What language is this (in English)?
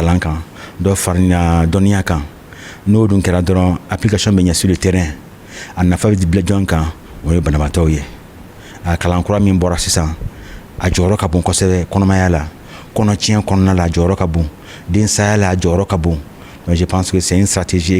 Bambara